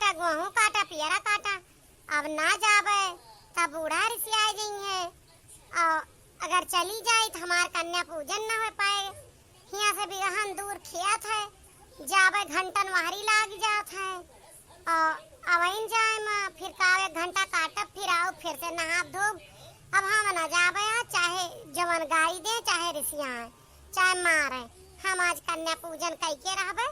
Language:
Awadhi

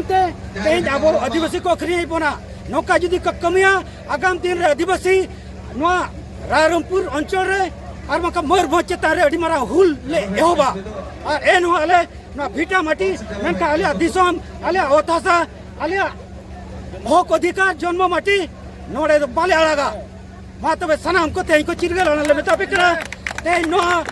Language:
Santali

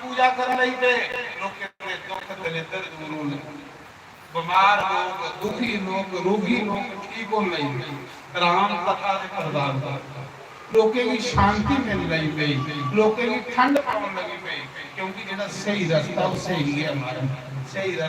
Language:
Dogri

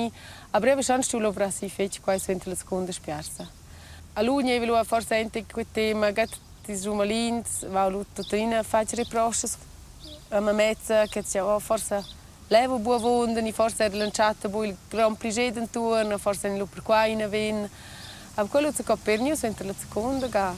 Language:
Romansh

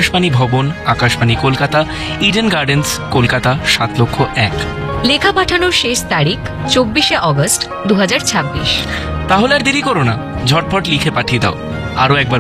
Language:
Bangla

